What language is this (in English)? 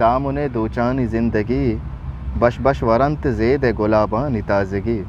Eastern Balochi